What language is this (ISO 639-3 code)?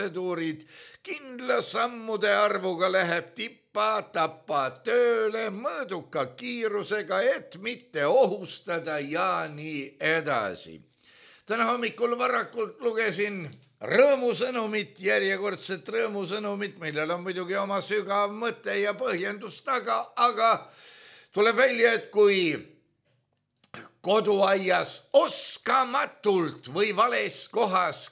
est